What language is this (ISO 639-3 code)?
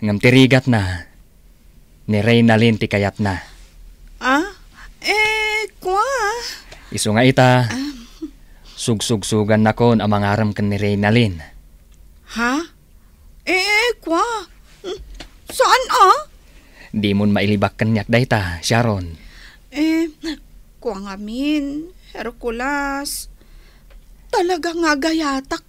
ilo